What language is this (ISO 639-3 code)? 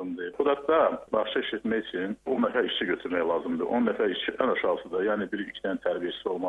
aze